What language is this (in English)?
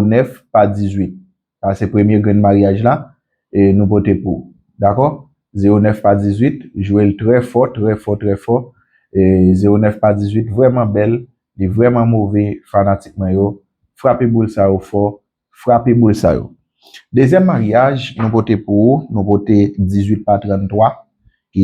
Haitian Creole